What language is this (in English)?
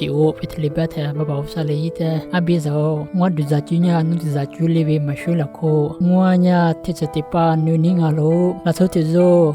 Lisu